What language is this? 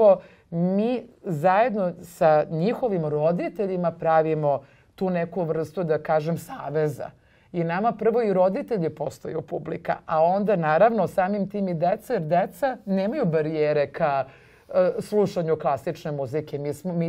Serbian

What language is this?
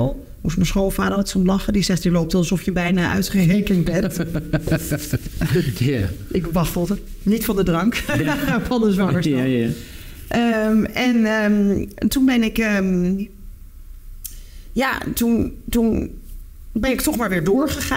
Dutch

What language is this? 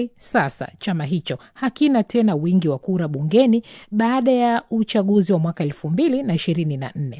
Swahili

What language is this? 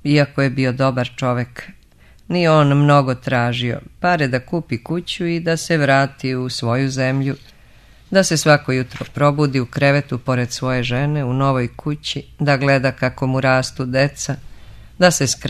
Serbian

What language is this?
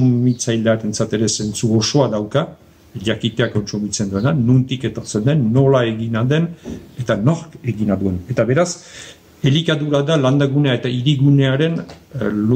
Basque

